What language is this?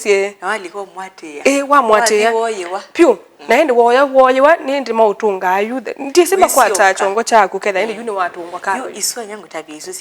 Kamba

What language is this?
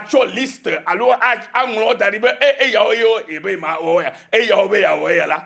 Ewe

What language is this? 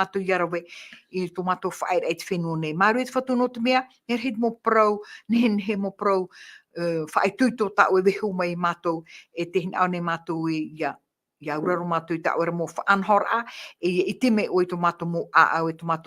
Tahitian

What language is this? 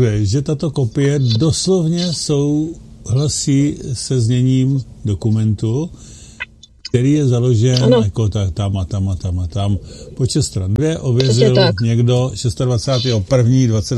Czech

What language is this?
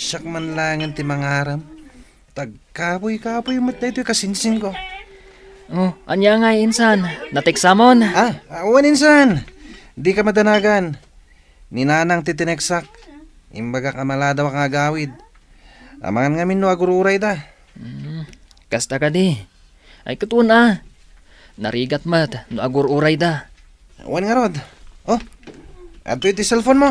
Iloko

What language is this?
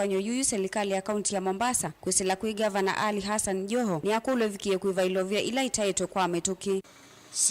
Kamba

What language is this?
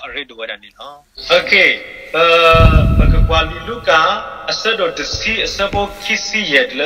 S'gaw Karen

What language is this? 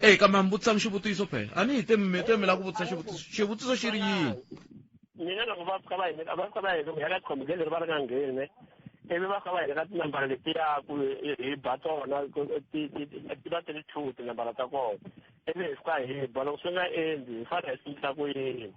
Tsonga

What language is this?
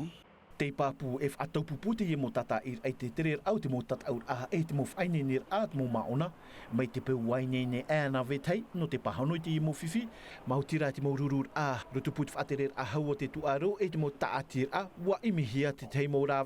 Tahitian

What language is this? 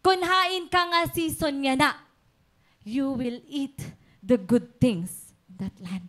Waray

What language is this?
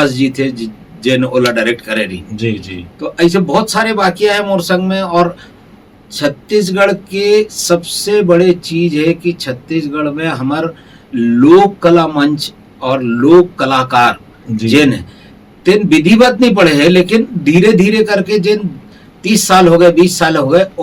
Chhattisgarhi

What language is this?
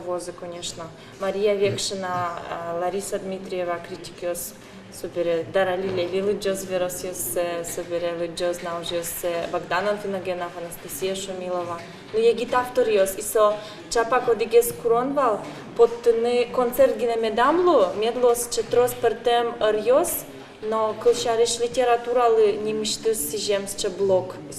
Udmurt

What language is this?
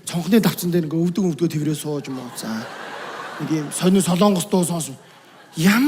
Mongolian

